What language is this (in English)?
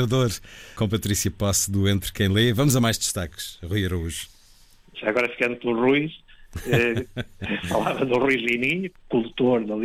Portuguese